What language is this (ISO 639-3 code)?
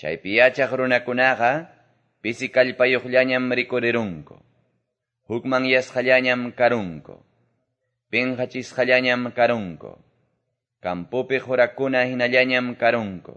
que